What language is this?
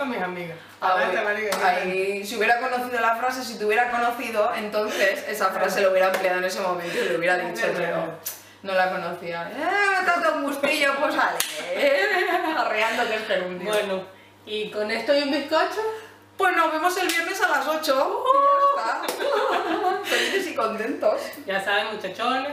Spanish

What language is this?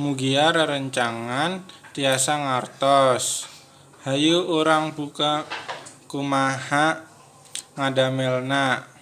Sundanese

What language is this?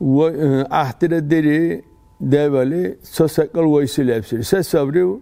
Dargwa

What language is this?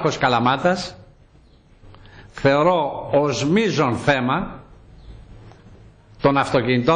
Greek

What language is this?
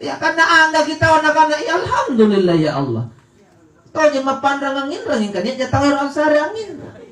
Makasar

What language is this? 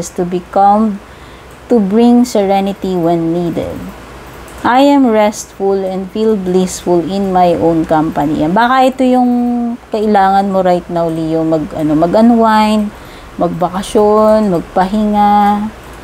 Filipino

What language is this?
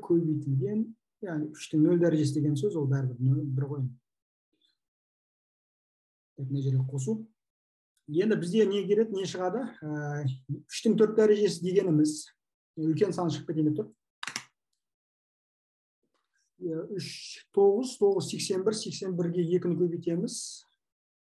Kazakh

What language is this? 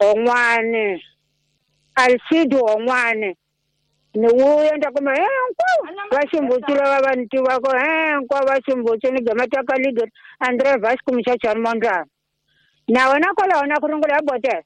Tsonga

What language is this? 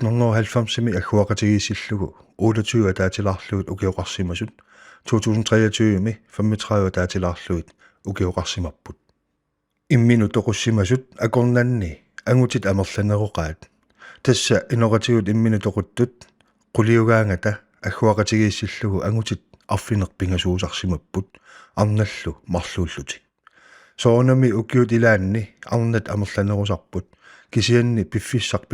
Kalaallisut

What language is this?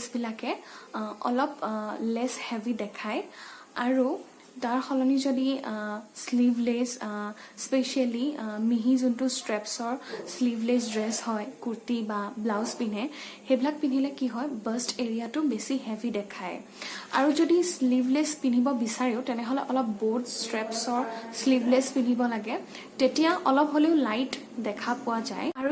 Assamese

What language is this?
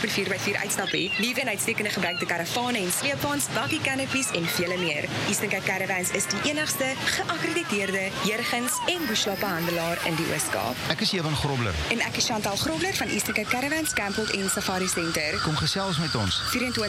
Afrikaans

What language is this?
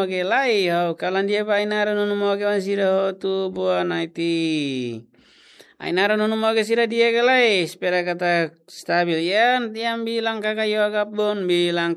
Tetum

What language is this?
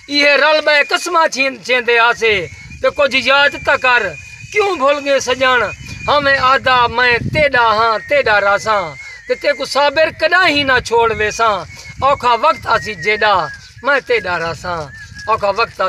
Saraiki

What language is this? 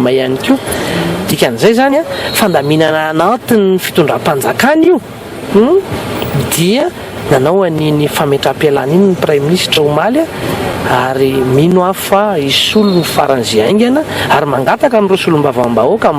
Malagasy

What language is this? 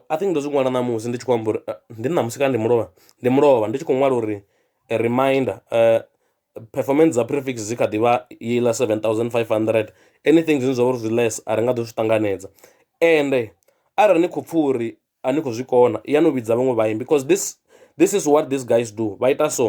Venda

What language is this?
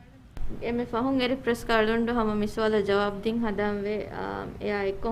Divehi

